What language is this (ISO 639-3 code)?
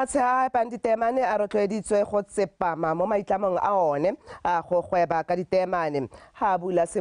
tsn